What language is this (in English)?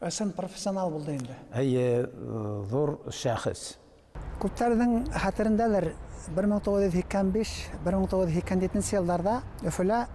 Bashkir